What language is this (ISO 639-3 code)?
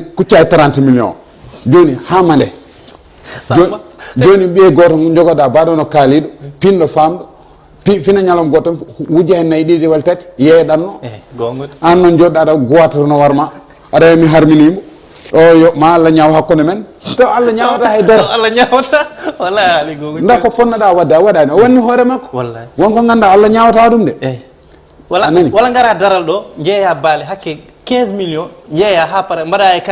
ful